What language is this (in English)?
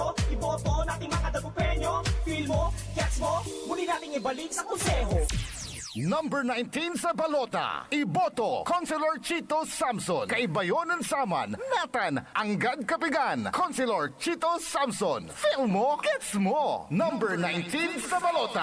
Pangasinan